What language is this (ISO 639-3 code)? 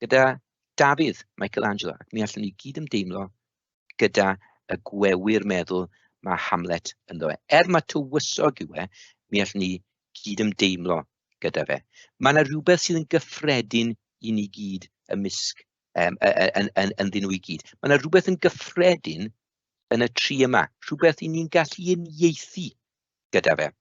cym